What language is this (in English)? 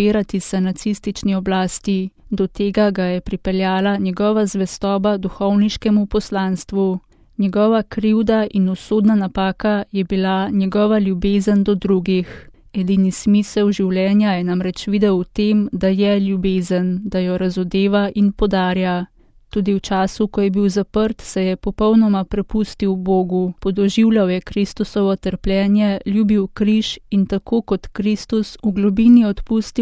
Slovenian